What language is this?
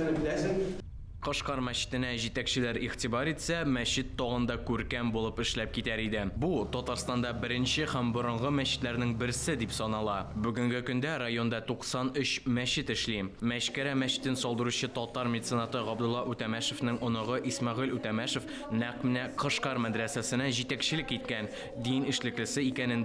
Tatar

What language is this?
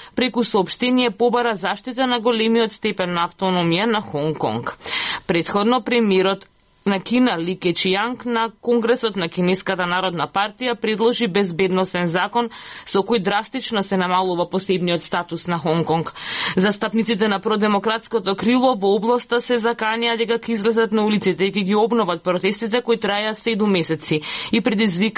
Macedonian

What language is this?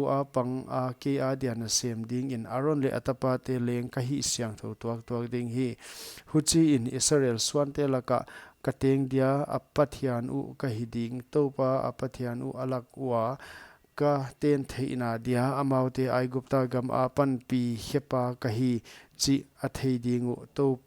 Paite Chin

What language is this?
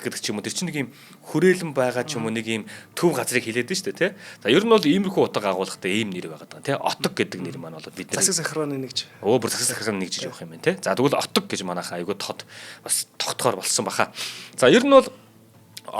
Mongolian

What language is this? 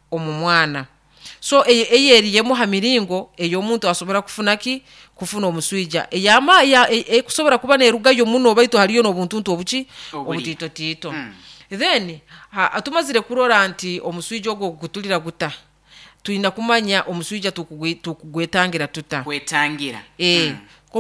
Nyoro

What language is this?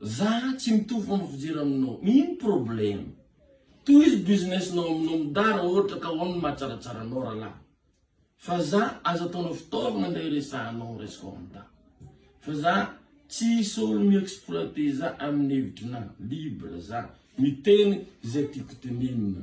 Malagasy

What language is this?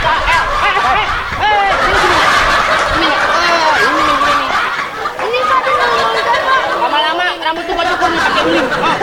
Betawi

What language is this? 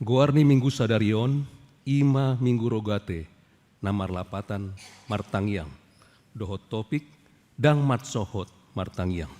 Batak Toba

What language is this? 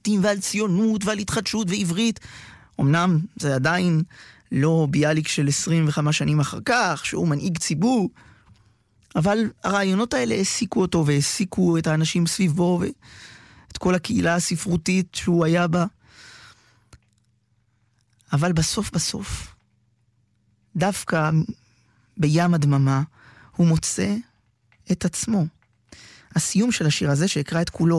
Hebrew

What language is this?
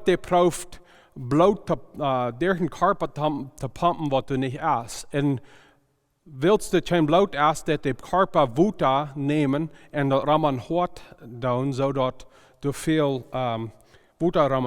Plautdietsch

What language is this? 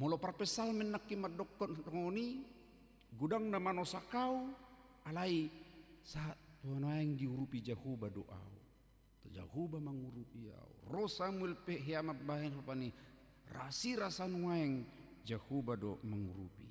Batak Toba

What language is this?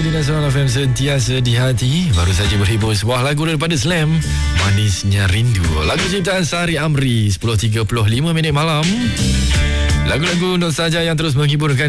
Malay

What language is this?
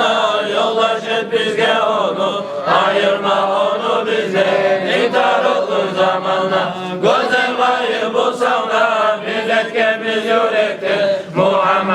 Kumyk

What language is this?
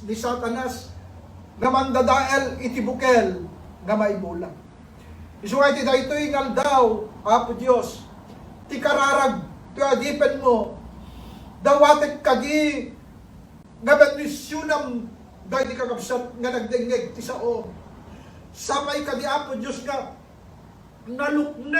Iloko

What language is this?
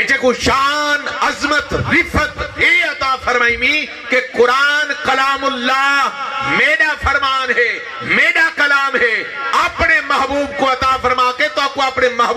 Saraiki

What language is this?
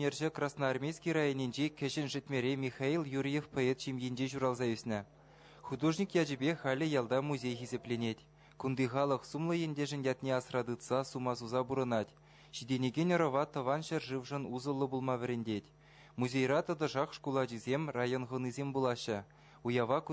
Chuvash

